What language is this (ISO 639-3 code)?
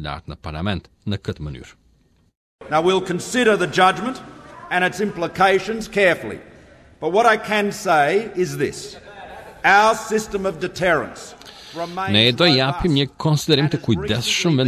sqi